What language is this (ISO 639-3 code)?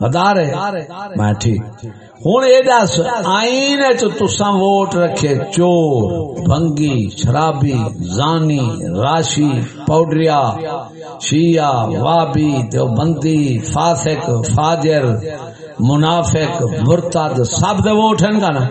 skr